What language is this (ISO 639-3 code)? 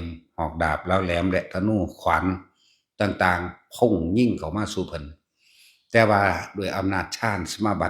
lao